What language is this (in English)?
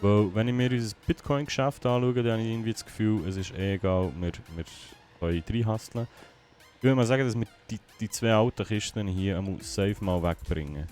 Swiss German